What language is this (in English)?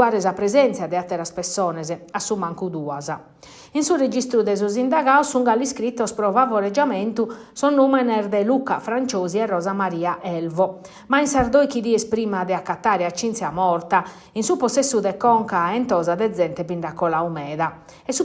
Sardinian